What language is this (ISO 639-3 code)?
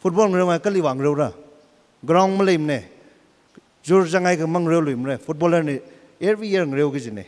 nmf